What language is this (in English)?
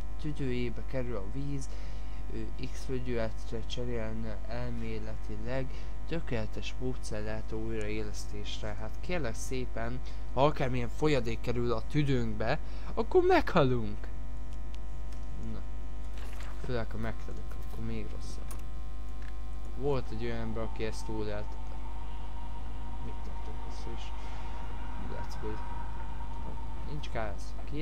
Hungarian